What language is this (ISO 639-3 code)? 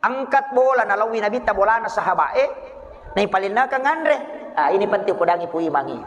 bug